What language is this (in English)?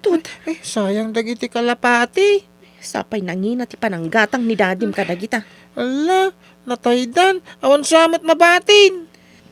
Iloko